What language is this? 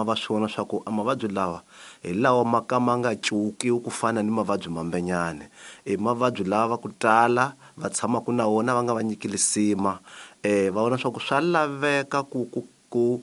Tsonga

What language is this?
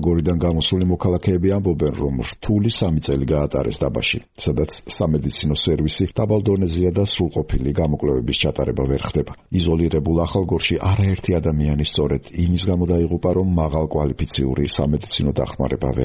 Georgian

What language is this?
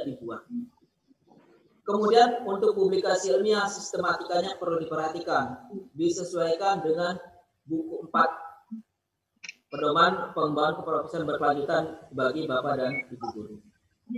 Indonesian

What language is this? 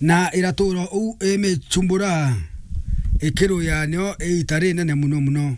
Meru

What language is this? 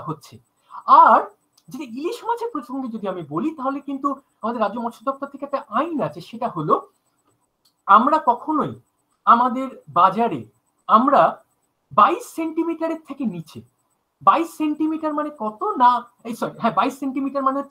Bangla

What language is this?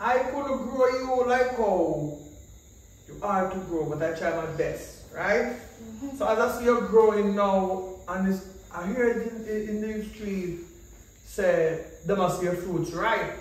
Jamaican Creole English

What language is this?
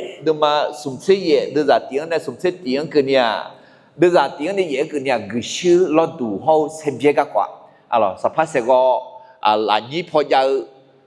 Akha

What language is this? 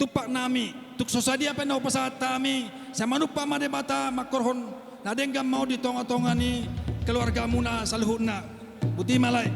Batak Toba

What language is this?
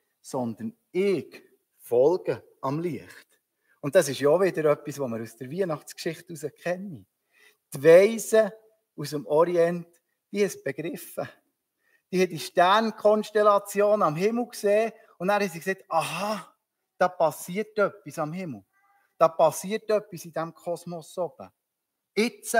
Swiss German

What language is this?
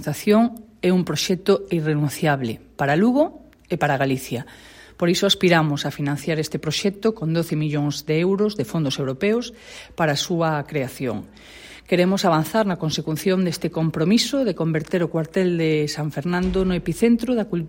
Galician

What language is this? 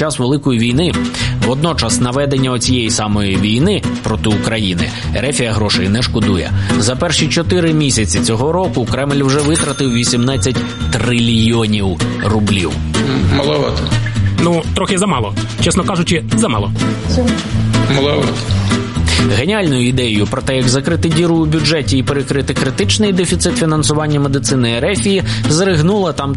Ukrainian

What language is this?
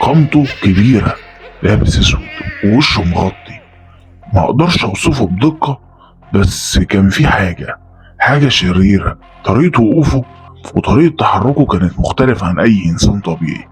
Egyptian Arabic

